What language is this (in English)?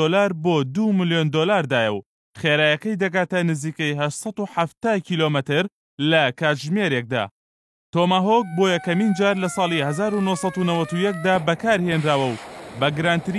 Central Kurdish